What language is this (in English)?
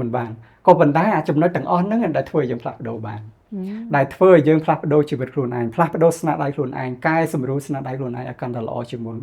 Khmer